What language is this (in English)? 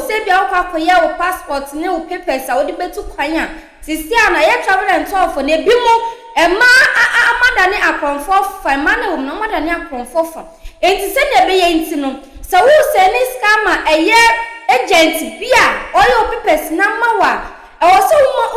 Akan